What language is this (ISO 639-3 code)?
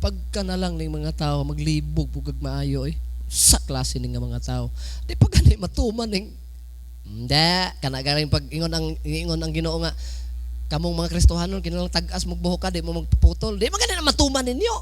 ceb